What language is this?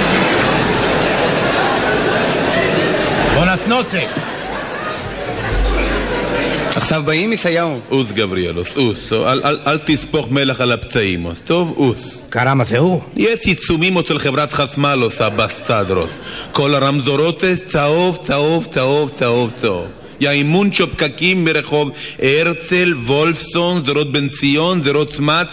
Hebrew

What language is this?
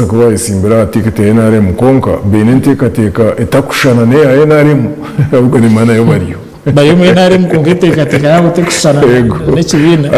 Nyankole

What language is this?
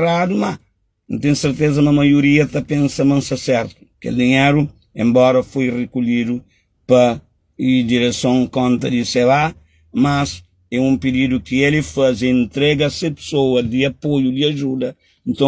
Kabuverdianu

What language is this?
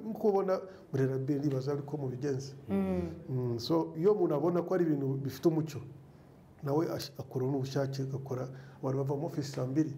Kinyarwanda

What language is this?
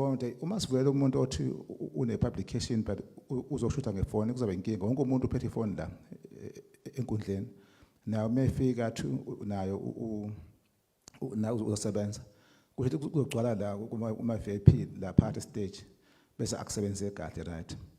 Zulu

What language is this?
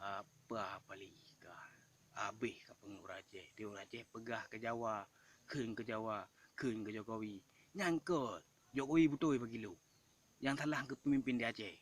Achinese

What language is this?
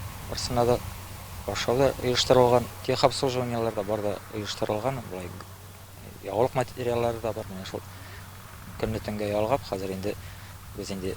Tatar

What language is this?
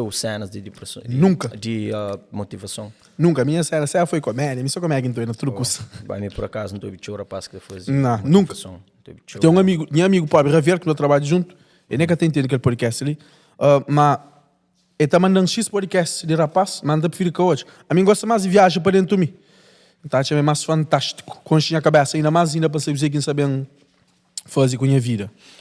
Kabuverdianu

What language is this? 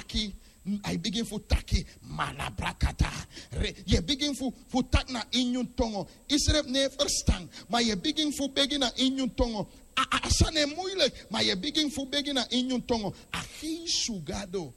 Sranan Tongo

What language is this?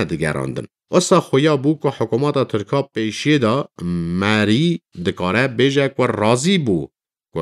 Kurdish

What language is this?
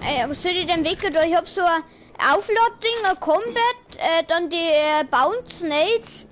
Bavarian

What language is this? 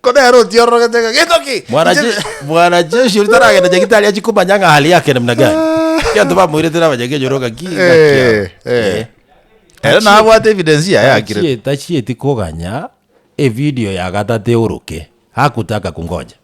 Gusii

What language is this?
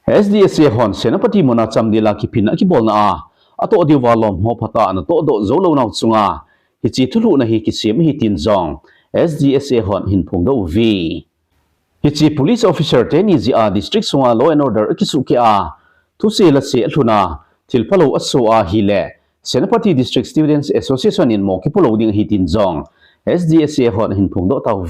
Thado Chin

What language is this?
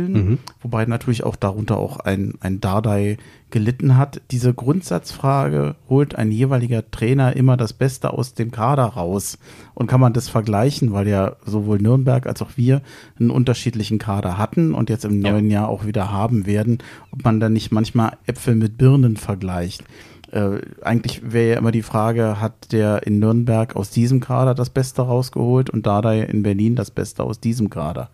German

